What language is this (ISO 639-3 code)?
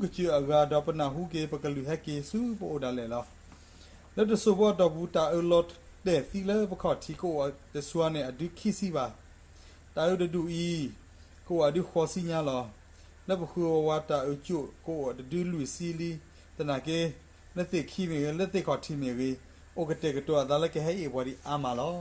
ksw